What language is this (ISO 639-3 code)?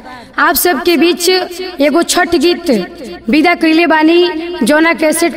bho